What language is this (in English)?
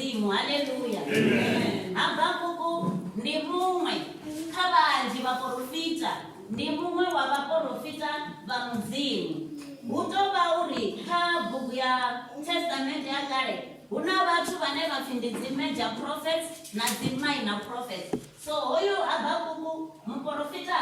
Venda